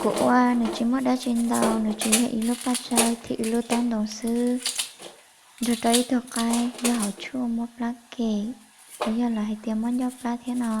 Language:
Hmong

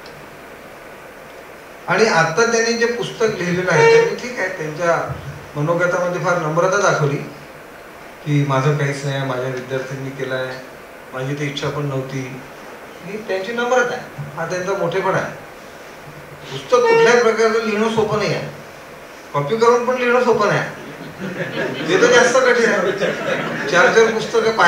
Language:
Marathi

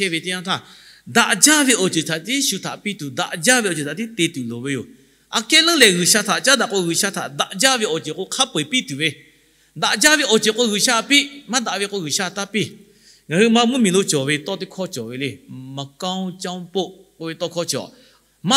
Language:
Lahu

